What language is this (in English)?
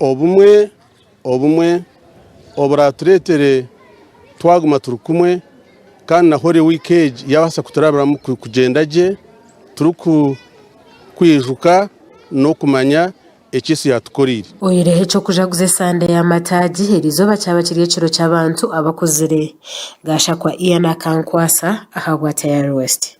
Nyankole